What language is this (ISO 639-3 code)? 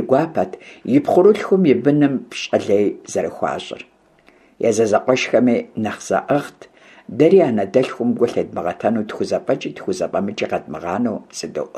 kbd